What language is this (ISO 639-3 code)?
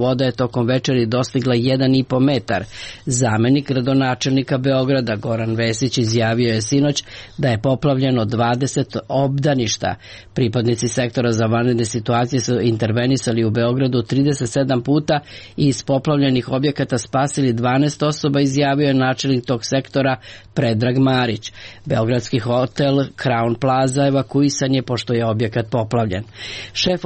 srp